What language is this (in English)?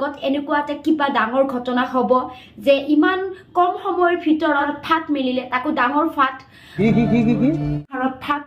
Assamese